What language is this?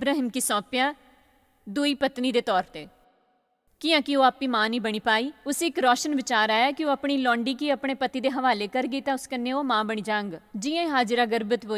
Dogri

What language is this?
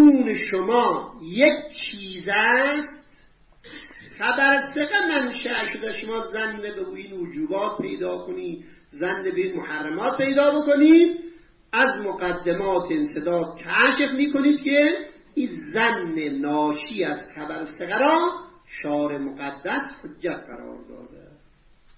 Persian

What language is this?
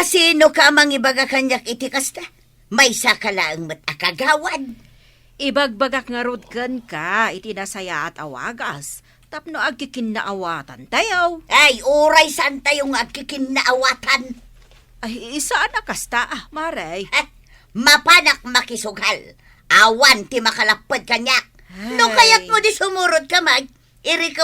Iloko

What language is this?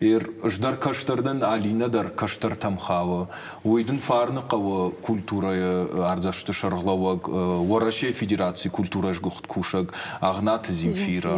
Ossetic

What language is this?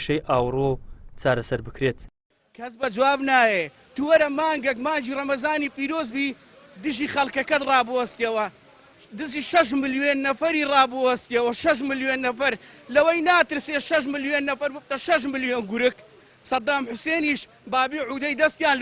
Central Kurdish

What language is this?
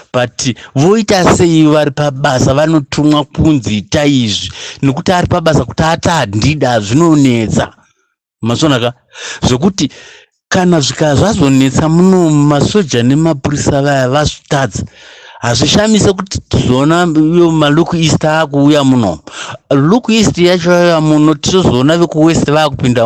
Shona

